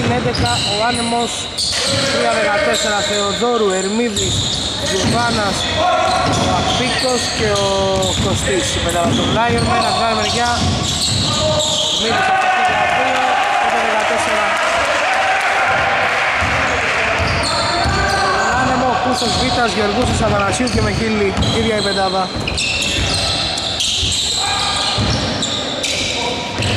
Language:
Greek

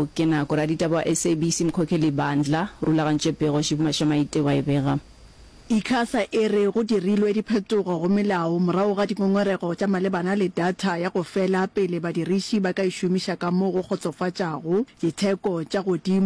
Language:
Northern Sotho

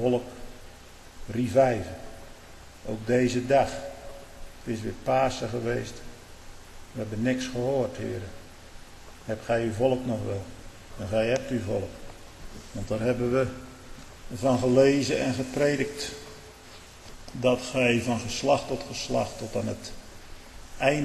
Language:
Dutch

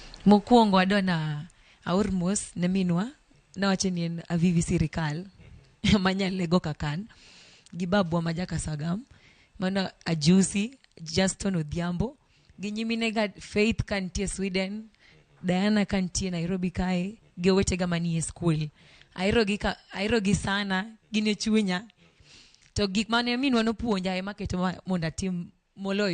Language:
Luo (Kenya and Tanzania)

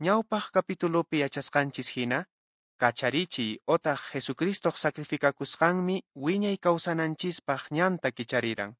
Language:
Quechua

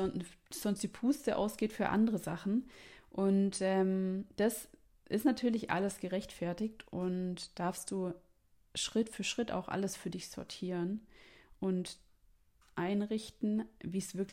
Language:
German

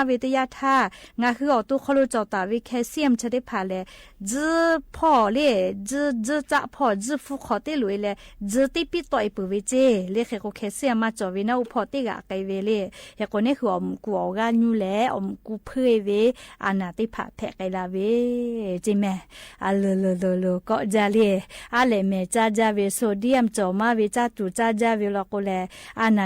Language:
Lahu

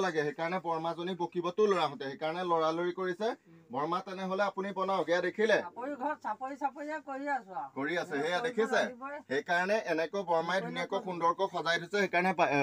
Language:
Assamese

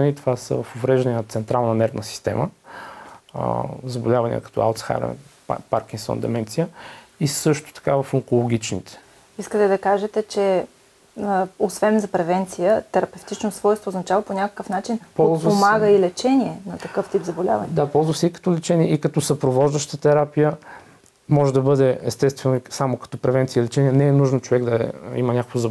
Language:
Bulgarian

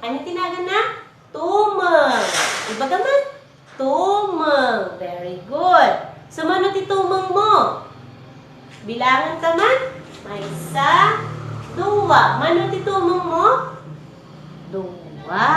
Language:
Iloko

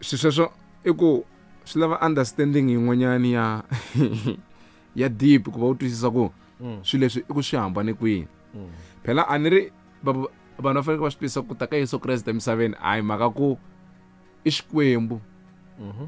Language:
Tsonga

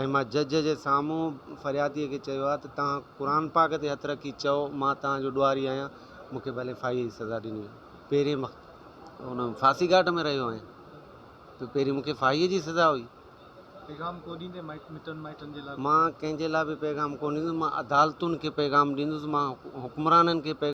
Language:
Sindhi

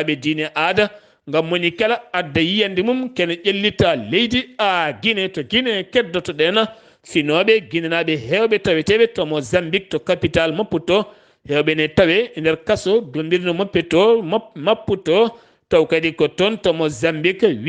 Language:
Fula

